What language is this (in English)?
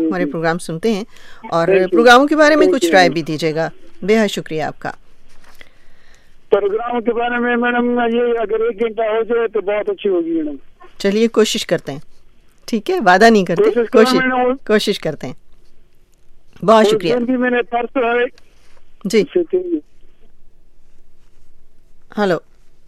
Urdu